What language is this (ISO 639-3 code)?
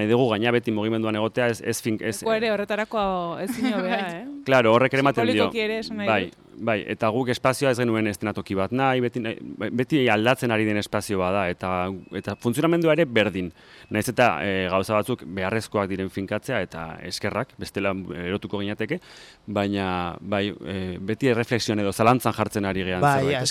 eus